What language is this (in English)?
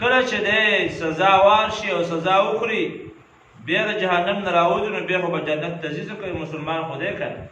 Pashto